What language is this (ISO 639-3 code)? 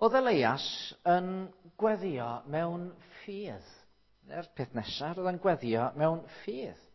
cym